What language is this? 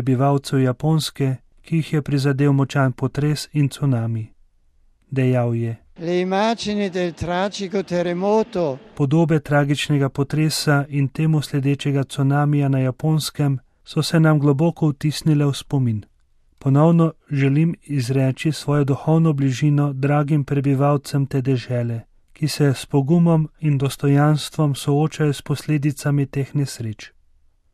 Slovenian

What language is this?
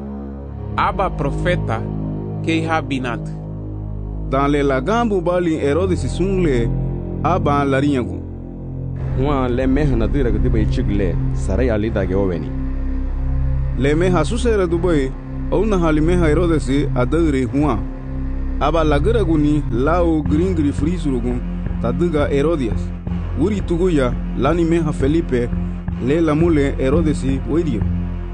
Garifuna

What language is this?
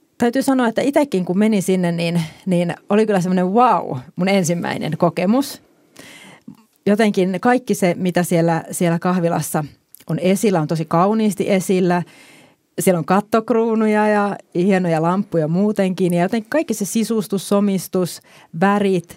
Finnish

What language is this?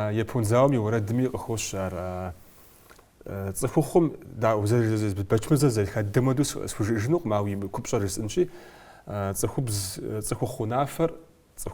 Kabardian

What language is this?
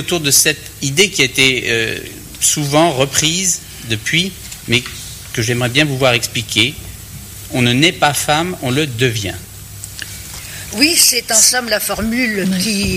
French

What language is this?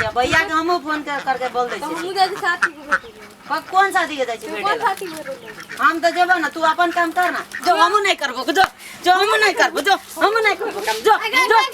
Maithili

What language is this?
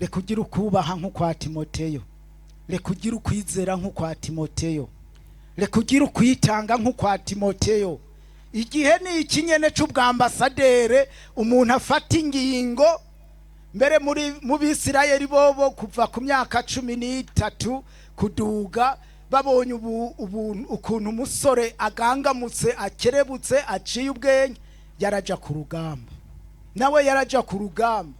Rundi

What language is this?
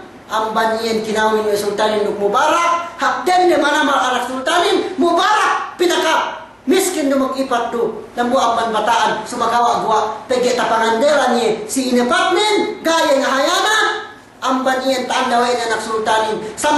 Yakan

